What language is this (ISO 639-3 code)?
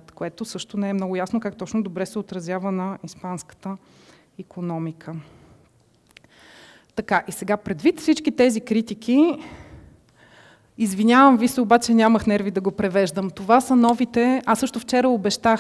bul